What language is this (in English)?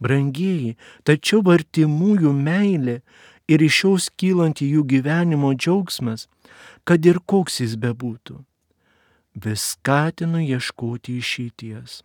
Lithuanian